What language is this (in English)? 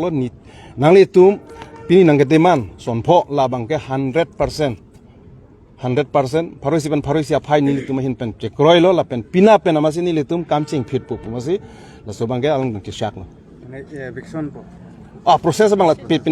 Karbi